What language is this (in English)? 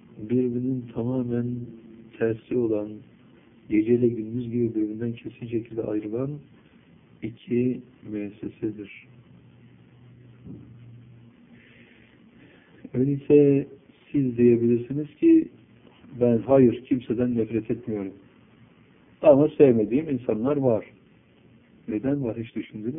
Turkish